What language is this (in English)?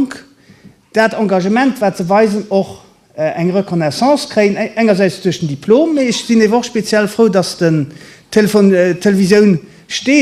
Luxembourgish